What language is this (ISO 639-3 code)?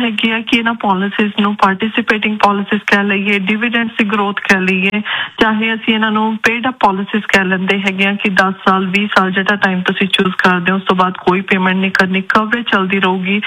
pan